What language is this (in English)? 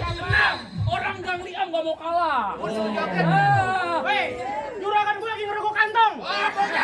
Betawi